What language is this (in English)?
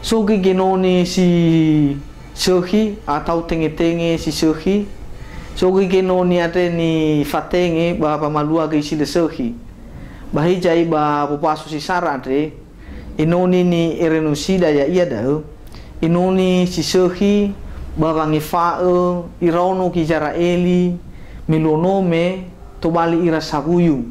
Nias